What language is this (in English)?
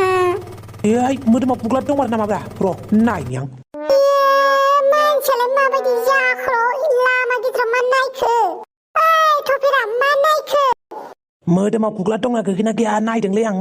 Bodo